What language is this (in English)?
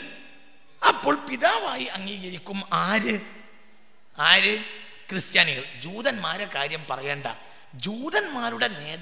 Malayalam